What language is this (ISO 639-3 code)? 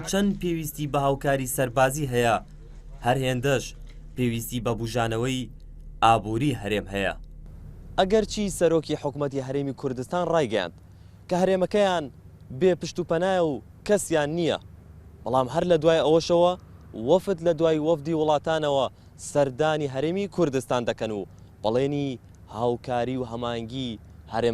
ckb